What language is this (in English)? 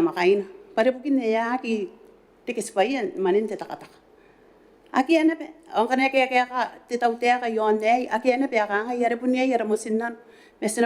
Gilbertese